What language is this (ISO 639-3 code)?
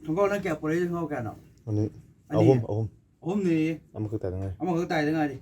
mni